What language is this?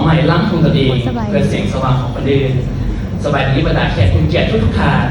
Lao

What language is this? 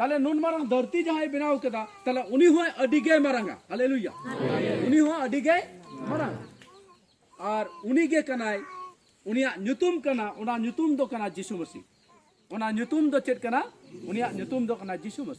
Santali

